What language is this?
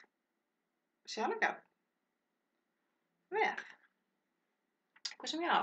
Icelandic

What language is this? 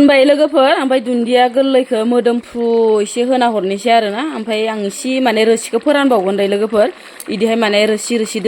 Bodo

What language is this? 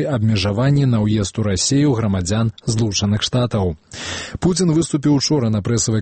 Belarusian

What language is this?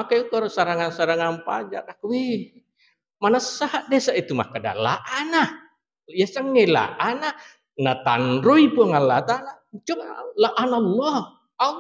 Buginese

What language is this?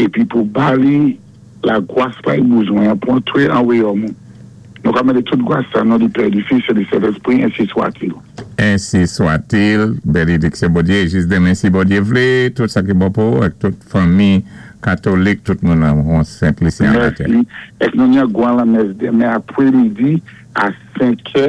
Saint Lucian Creole French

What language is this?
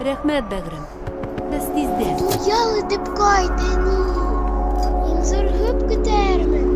Tatar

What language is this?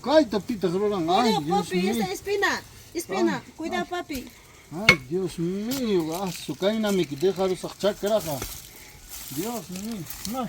Ayacucho Quechua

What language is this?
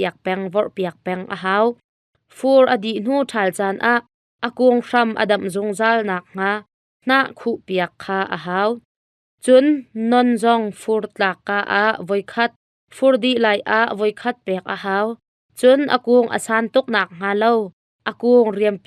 Hakha Chin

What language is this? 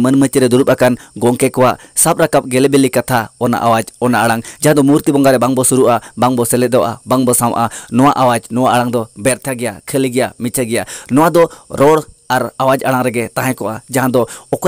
Santali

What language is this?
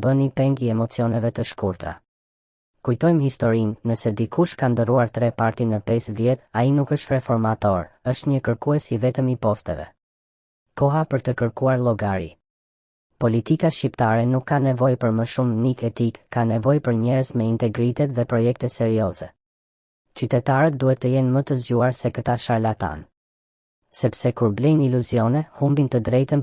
Albanian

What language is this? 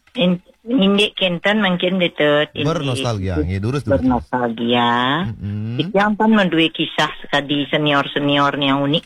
Balinese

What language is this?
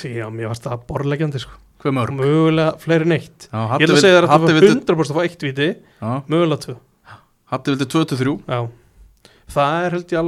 Icelandic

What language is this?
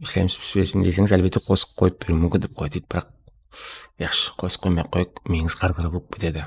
Kara-Kalpak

